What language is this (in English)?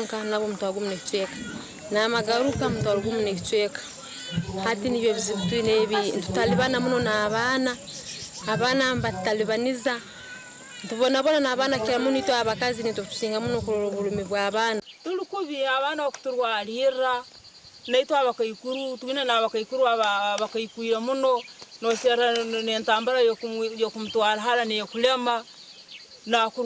Nyankole